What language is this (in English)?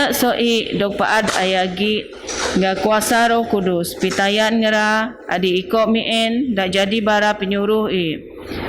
Biatah Bidayuh